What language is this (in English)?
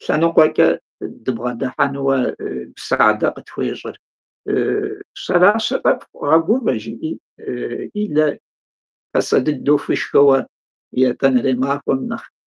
Kabardian